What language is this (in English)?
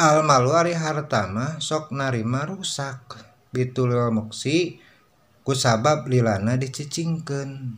Sundanese